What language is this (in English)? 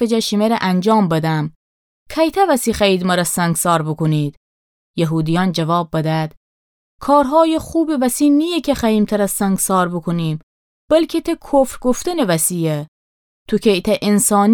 Gilaki